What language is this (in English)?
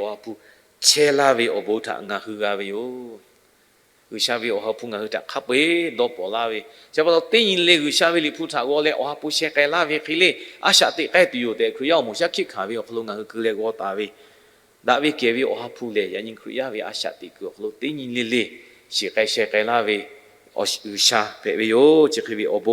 Lahu